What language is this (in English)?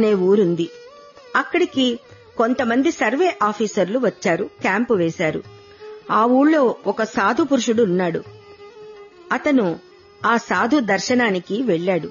Telugu